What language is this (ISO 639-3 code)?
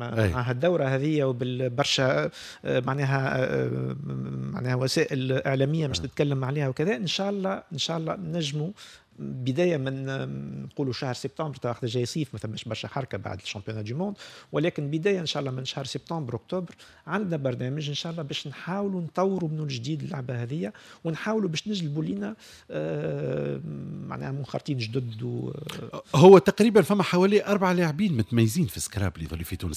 aeb